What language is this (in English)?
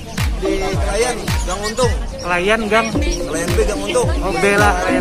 Banjar